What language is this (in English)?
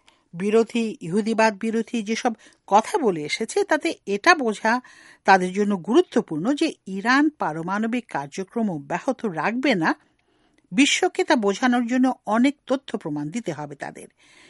Bangla